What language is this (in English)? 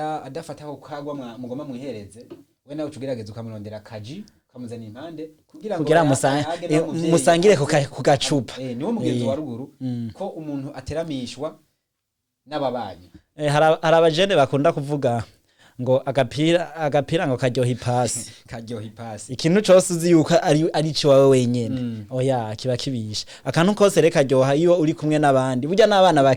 Rundi